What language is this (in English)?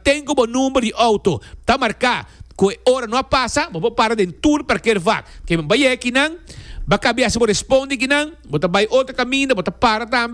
Papiamento